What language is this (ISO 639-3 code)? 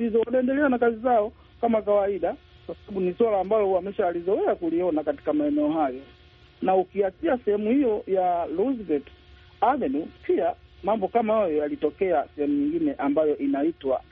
swa